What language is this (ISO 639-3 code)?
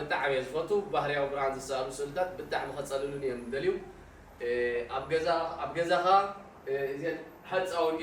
tir